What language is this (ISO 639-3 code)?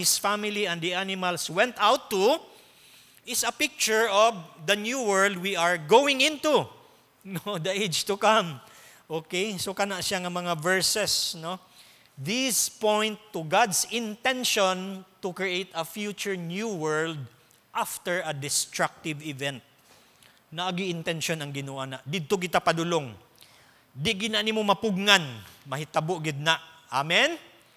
ceb